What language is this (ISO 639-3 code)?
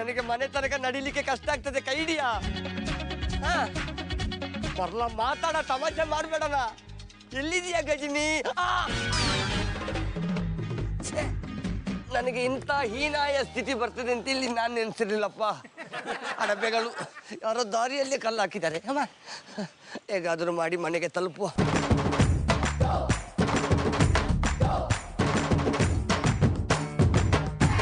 kan